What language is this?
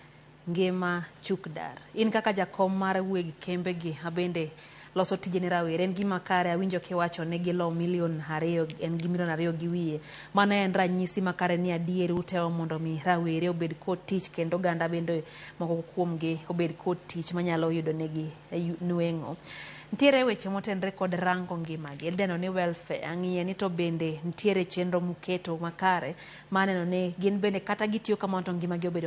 Luo (Kenya and Tanzania)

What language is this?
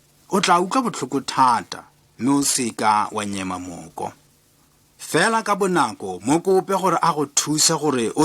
Tswana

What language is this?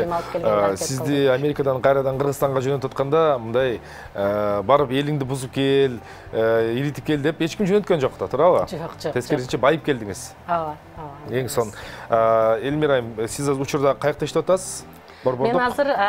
Kyrgyz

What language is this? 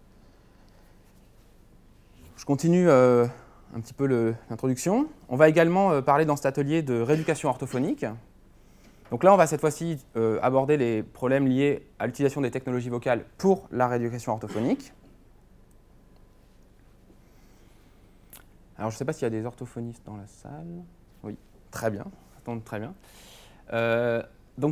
French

